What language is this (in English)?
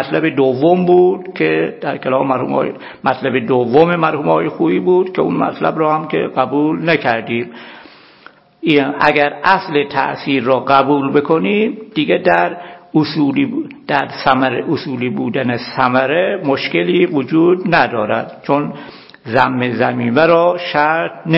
Persian